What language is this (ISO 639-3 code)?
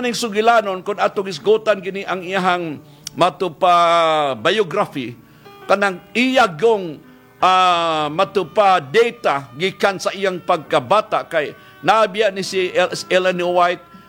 ceb